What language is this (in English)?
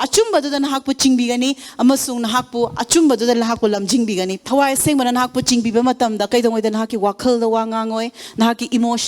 Manipuri